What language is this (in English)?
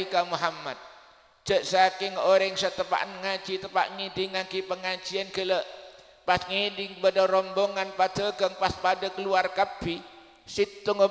Madurese